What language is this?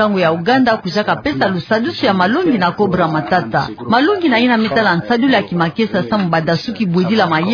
Kituba (Democratic Republic of Congo)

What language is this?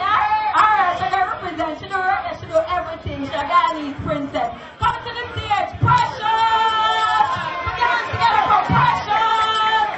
Jamaican Creole English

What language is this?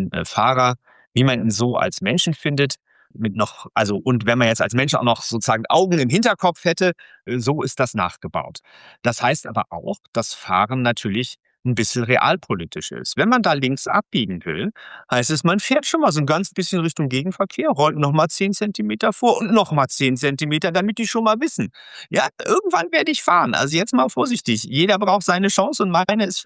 German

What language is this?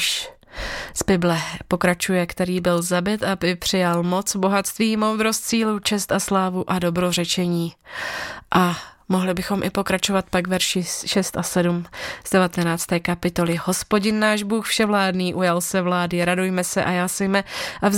Czech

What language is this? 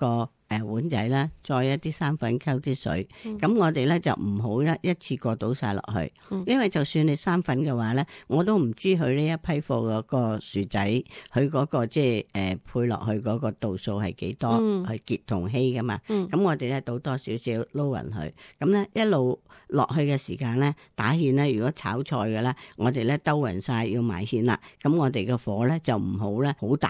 Cantonese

